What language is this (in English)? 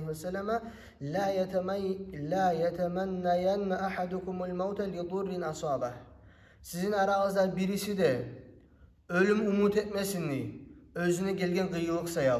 Kumyk